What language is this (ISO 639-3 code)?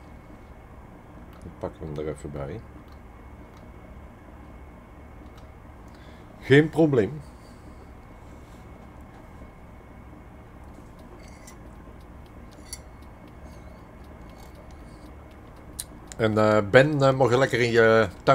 nld